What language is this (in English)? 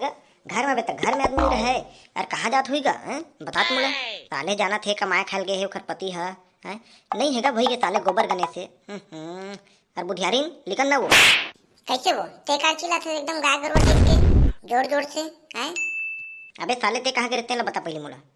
Chhattisgarhi